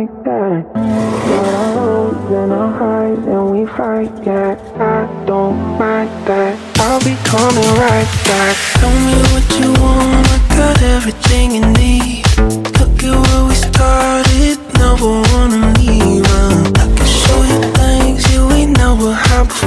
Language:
English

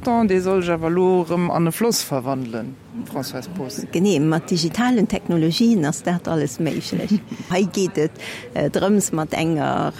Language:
Luxembourgish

